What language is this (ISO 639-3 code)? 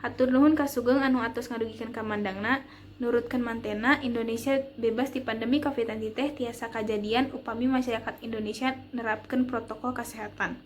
sun